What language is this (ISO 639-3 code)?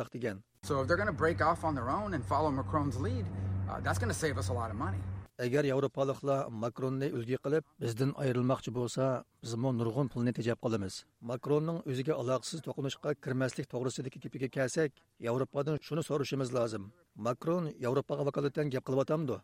uig